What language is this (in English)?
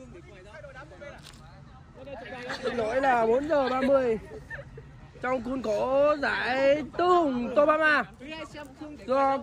Vietnamese